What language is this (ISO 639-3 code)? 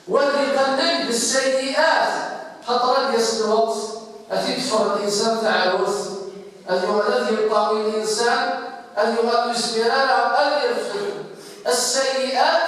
kab